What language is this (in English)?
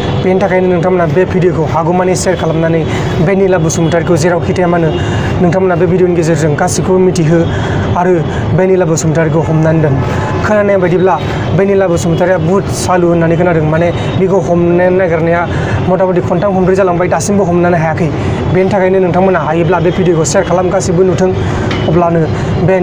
Bodo